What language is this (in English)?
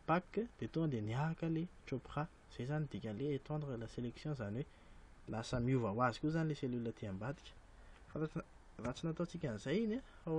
Malagasy